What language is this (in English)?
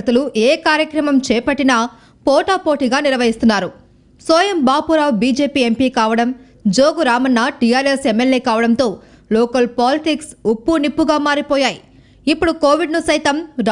Telugu